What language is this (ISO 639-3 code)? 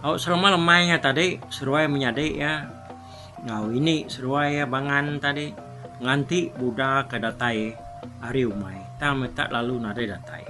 iba